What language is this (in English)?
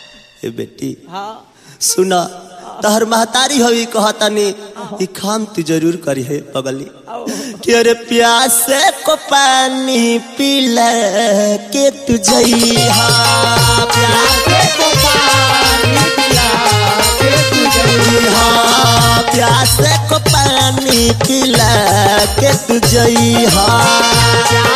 Bhojpuri